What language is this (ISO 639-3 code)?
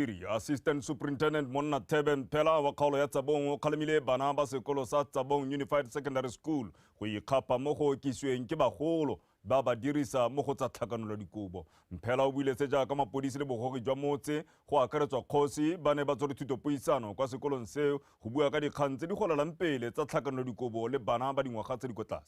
tsn